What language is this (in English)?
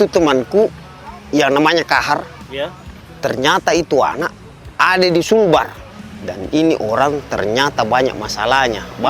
Makassar Malay